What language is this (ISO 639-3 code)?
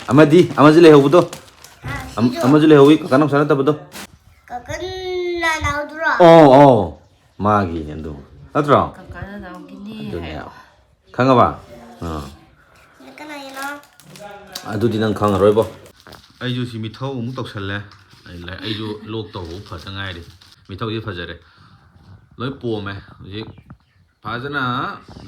mni